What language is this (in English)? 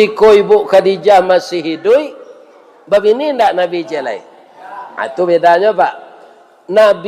Minangkabau